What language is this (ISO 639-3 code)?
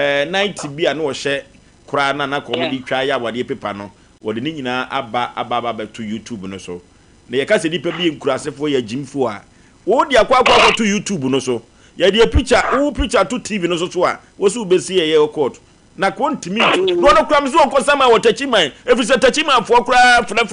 aka